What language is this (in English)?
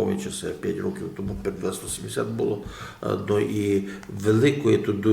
Rusyn